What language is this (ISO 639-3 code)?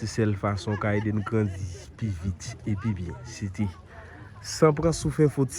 hat